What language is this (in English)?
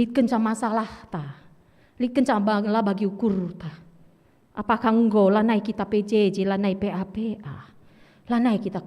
Batak Karo